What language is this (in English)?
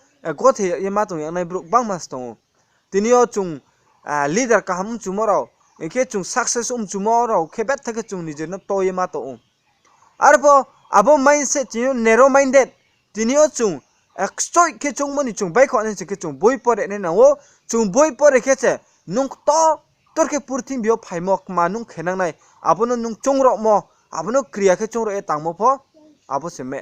Riang (India)